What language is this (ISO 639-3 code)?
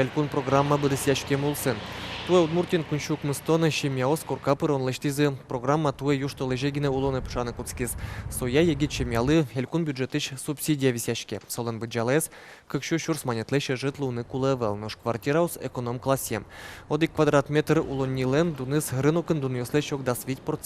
udm